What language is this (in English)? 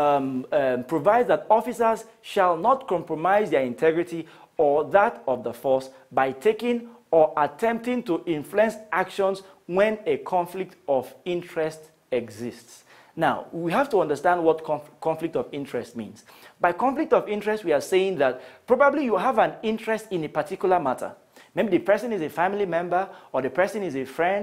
English